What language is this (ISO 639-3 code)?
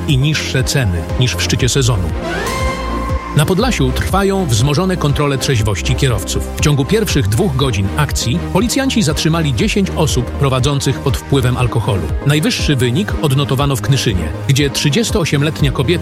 pol